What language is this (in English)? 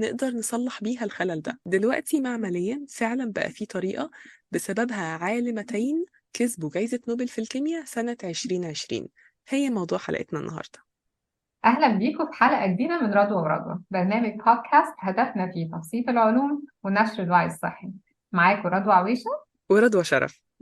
Egyptian Arabic